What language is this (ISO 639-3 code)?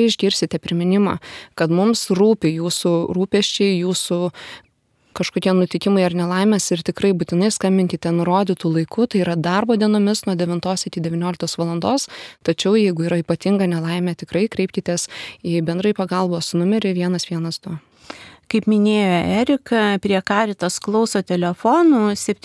lit